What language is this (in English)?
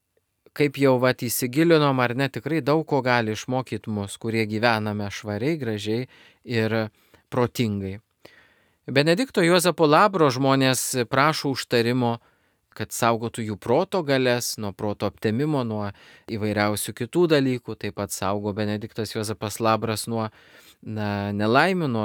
Lithuanian